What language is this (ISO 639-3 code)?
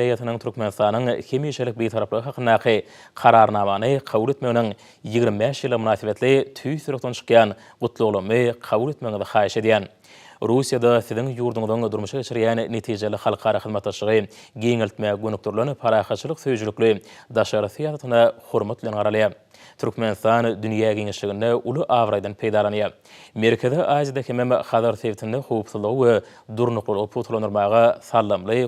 tuk